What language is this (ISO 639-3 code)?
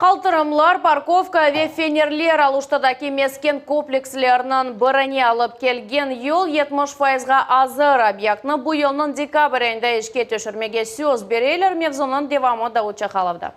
crh